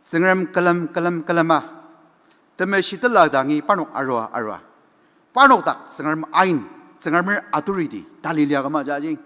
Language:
Ao Naga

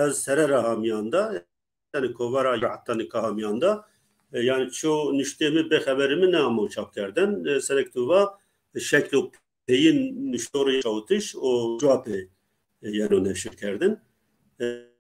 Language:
Zaza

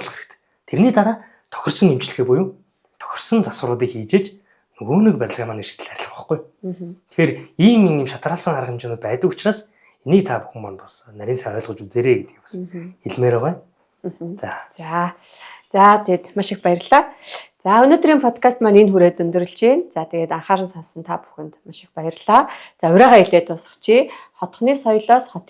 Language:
Mongolian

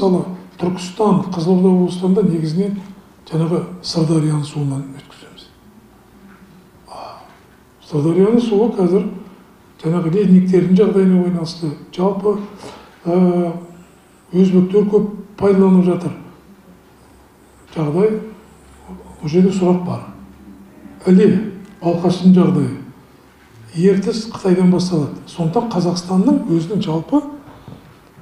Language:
Kazakh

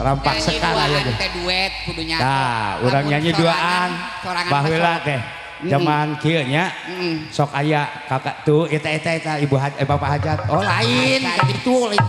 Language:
Sundanese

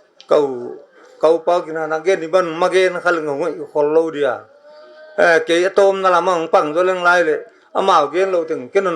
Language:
Paite Chin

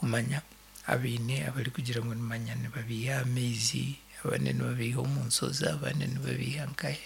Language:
Nyankole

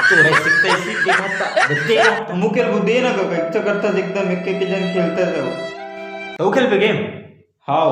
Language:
Chhattisgarhi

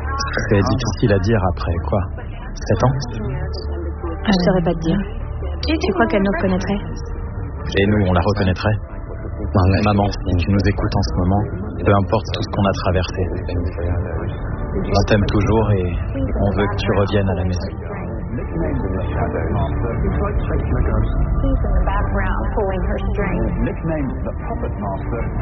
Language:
French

